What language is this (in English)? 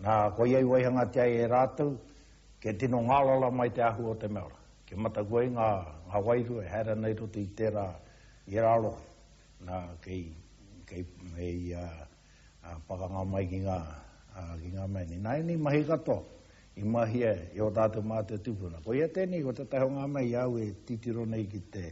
Māori